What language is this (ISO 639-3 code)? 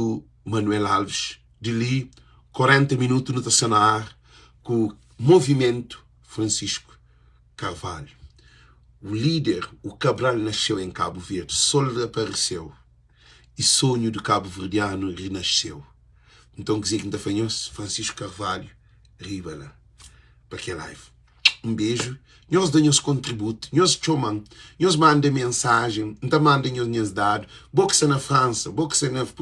kea